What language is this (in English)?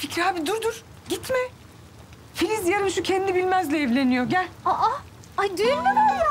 Turkish